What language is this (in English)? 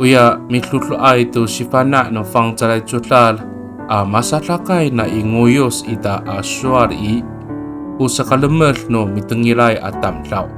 Amis